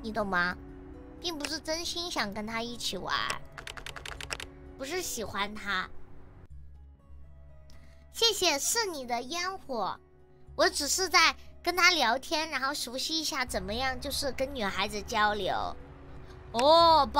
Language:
Chinese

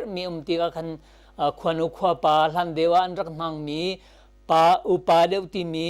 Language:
Hakha Chin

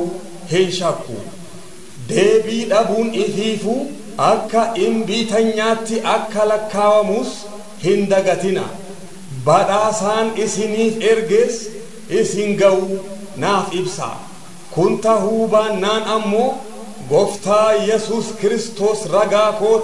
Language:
Oromo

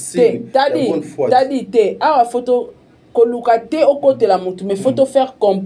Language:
Lingala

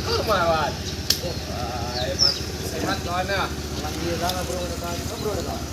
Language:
Minangkabau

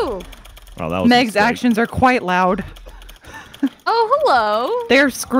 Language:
English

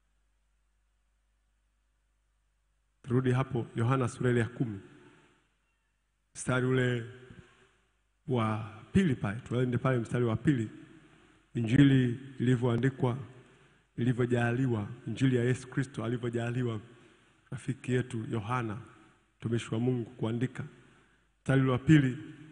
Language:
Swahili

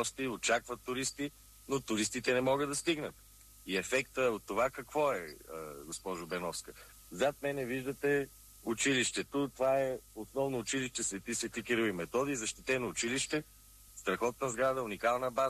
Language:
Bulgarian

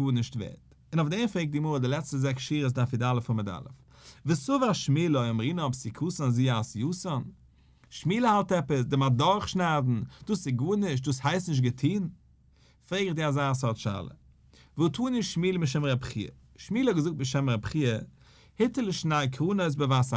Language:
Yiddish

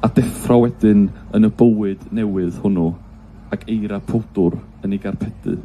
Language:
Welsh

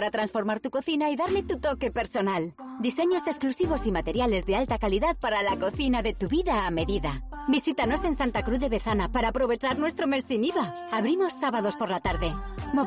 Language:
Spanish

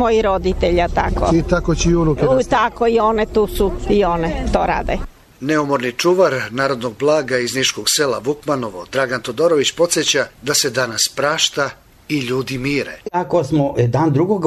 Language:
Serbian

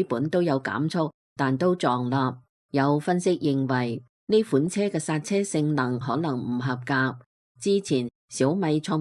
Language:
Cantonese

